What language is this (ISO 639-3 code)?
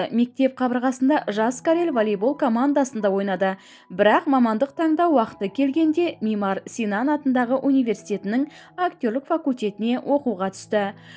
kaz